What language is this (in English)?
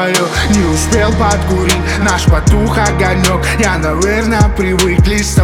Russian